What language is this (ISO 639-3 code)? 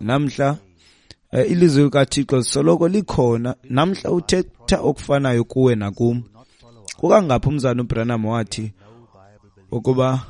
xho